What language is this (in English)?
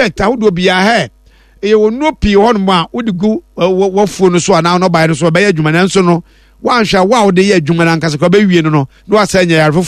Akan